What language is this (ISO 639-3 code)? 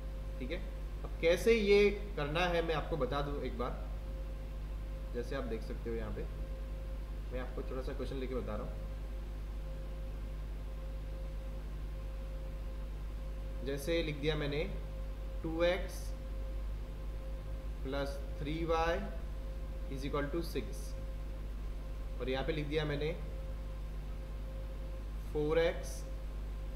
hin